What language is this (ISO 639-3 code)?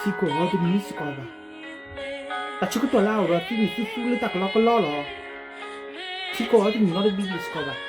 ksw